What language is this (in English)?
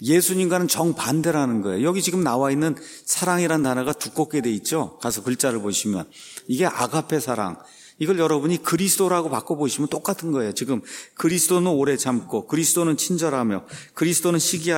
Korean